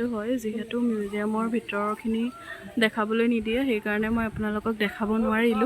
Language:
Assamese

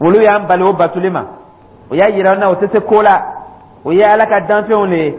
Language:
Dyula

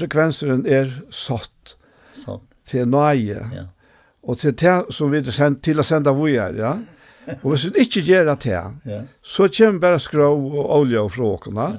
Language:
Faroese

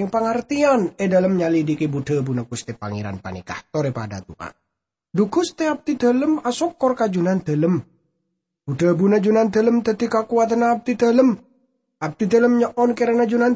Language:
Madurese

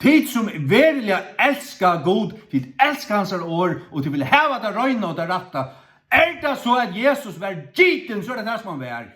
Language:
Faroese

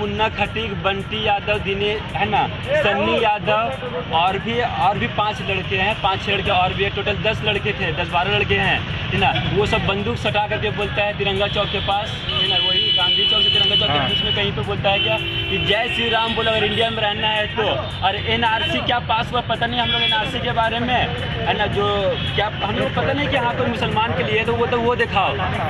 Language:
Hindi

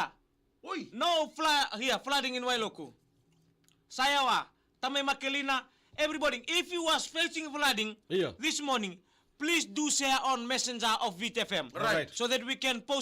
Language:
Fijian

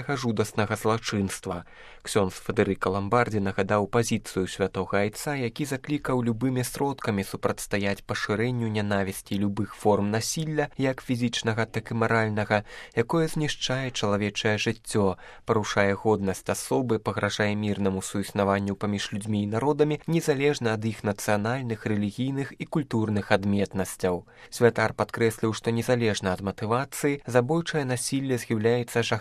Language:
Belarusian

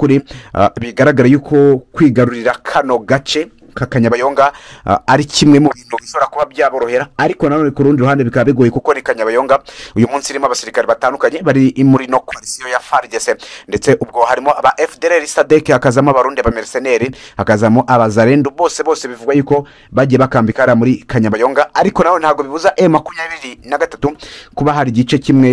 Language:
Kinyarwanda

